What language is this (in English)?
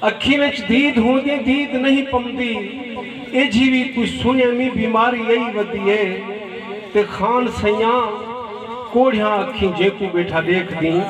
Saraiki